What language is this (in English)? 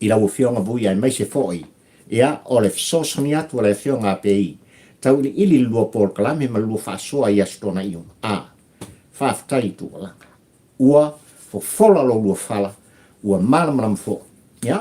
Samoan